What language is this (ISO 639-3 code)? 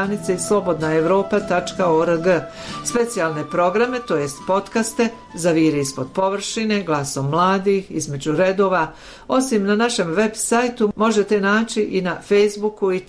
bos